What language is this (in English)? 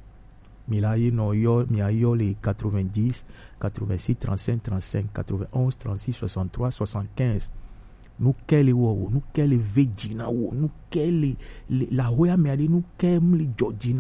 Gen